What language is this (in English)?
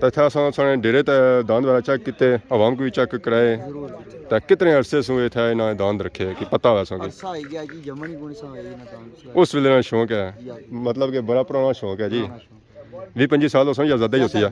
Pahari-Potwari